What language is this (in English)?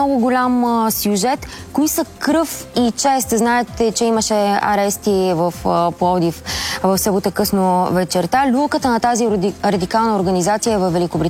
Bulgarian